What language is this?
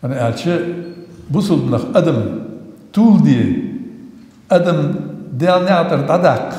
Ingush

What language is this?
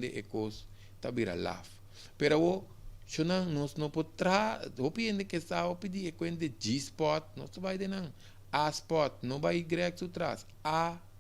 Papiamento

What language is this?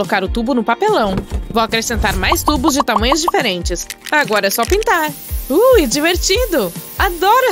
Portuguese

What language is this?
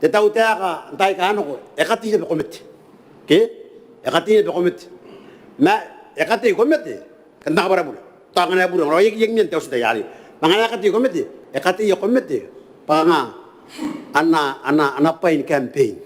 Gilbertese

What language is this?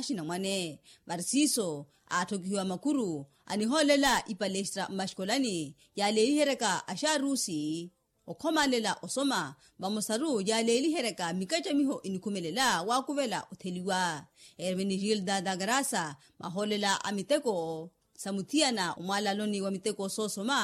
Makhuwa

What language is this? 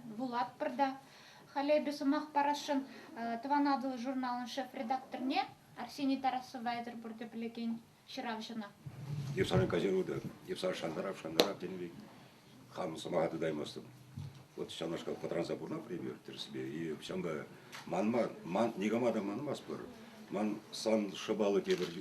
Chuvash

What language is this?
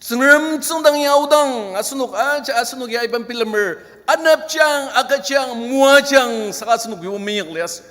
Ao Naga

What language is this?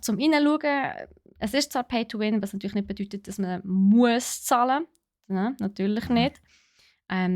Swiss German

